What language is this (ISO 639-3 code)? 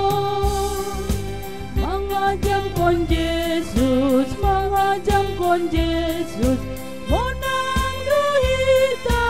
bts